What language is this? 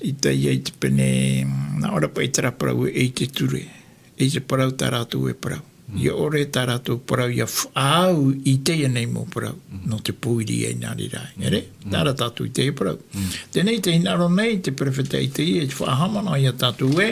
Tahitian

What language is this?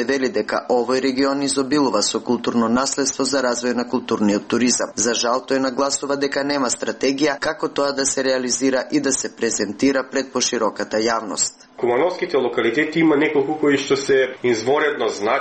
Macedonian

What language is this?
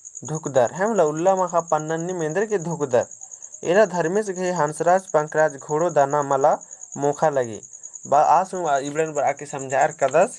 Kurukh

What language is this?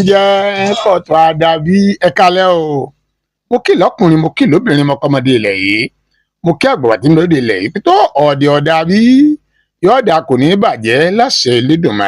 Yoruba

